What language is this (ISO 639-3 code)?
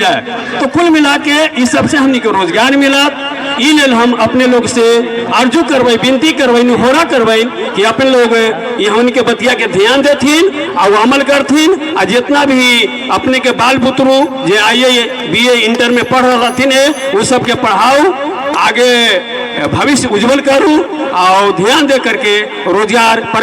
mag